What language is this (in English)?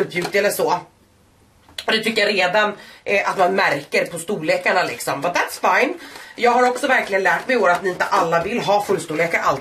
Swedish